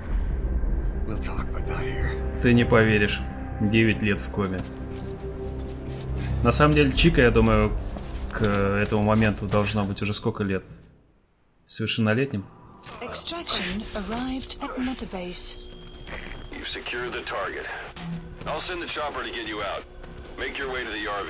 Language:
Russian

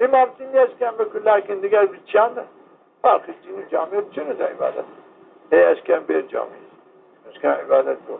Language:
Zaza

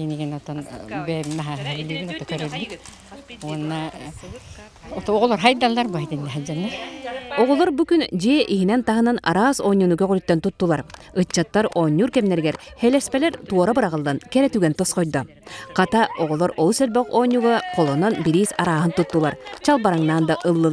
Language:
Yakut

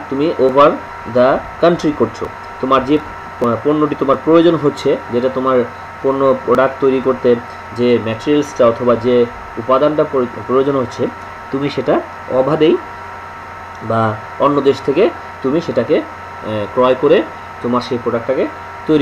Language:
Bangla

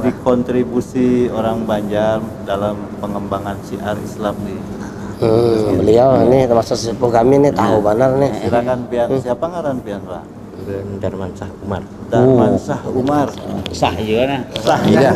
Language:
Banjar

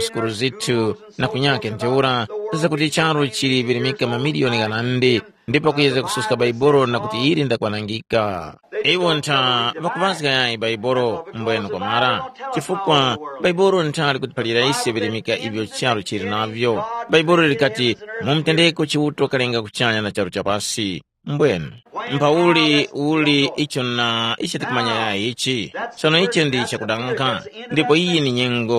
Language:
Tumbuka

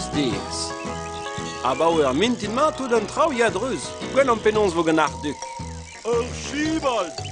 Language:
Breton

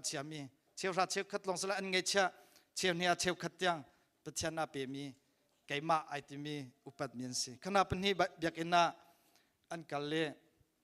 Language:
Hakha Chin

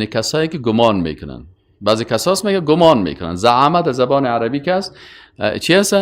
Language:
Persian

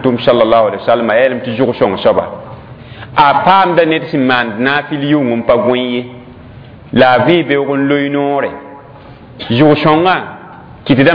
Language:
Mossi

